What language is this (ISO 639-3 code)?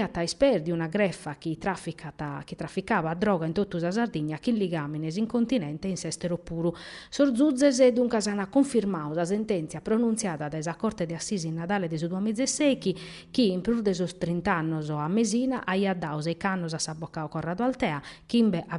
srd